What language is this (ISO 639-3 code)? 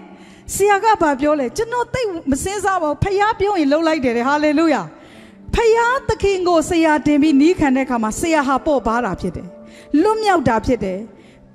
mya